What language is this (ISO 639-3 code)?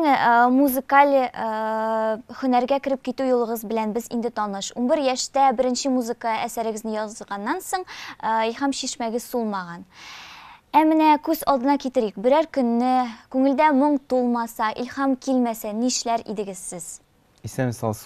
tat